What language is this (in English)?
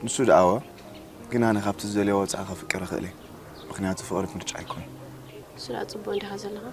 Tigrinya